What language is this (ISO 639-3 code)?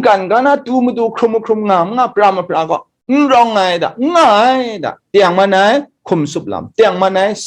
kac